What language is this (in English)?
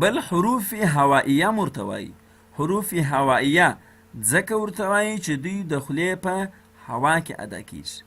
Pashto